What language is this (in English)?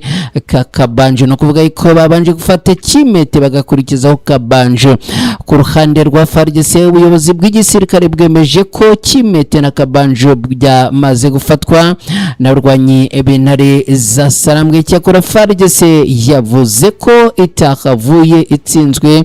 Kinyarwanda